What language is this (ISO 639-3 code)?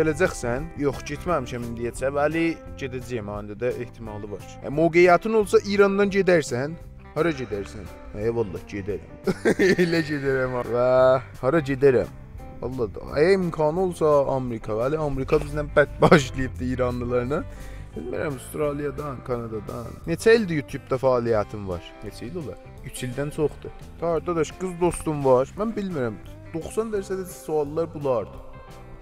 azb